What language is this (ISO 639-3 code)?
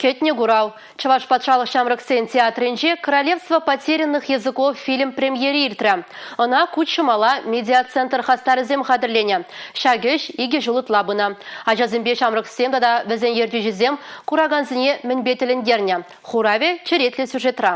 chv